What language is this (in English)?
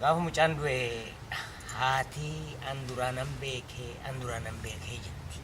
Oromo